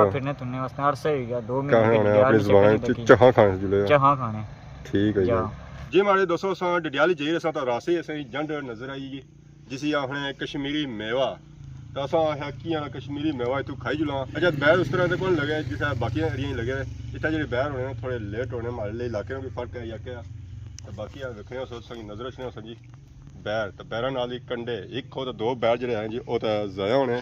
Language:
Pahari-Potwari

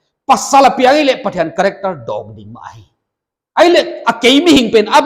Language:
Paite Chin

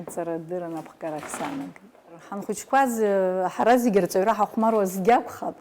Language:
Abkhazian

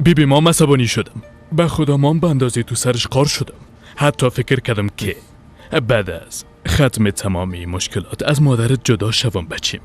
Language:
Persian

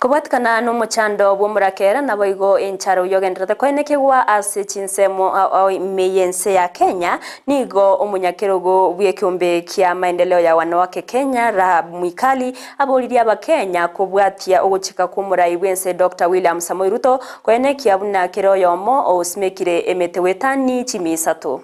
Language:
Gusii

